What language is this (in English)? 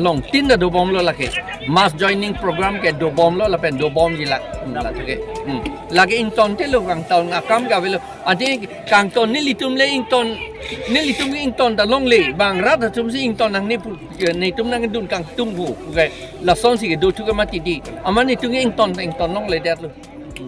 Karbi